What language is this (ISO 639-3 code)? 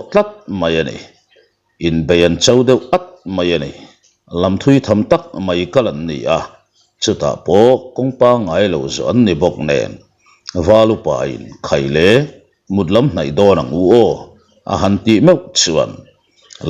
lus